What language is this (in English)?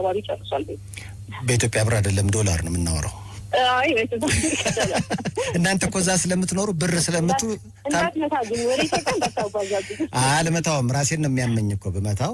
Amharic